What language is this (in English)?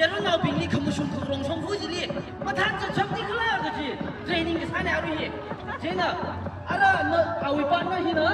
Tangkhul Naga (India)